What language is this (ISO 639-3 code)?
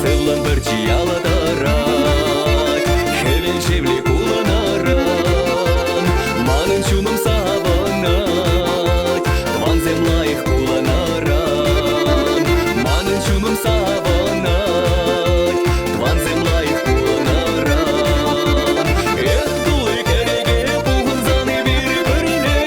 chv